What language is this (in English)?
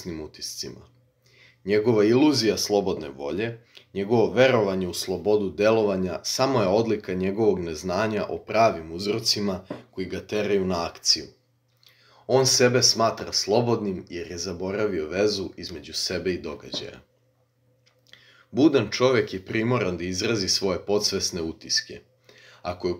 Serbian